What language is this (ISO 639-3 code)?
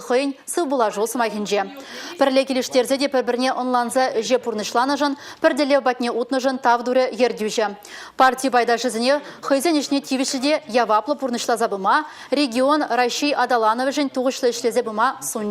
chv